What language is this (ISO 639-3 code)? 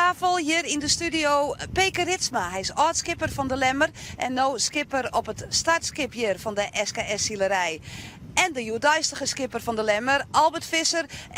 fry